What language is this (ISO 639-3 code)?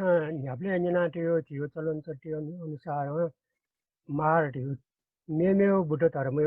new